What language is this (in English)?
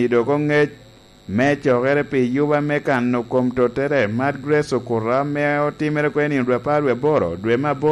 Lango (Uganda)